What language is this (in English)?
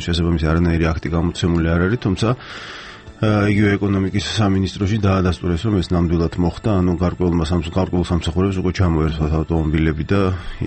Georgian